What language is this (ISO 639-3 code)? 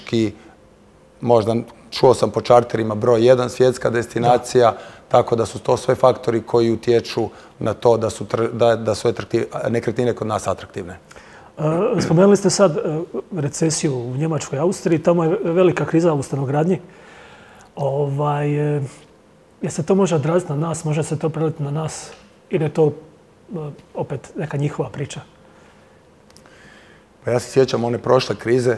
hrv